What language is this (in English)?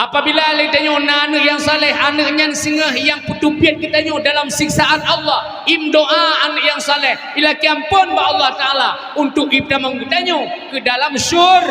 Achinese